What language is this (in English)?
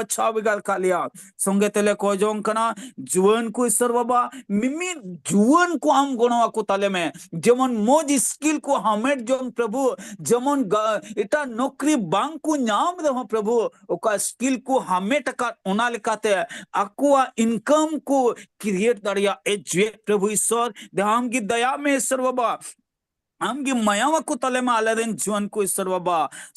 Santali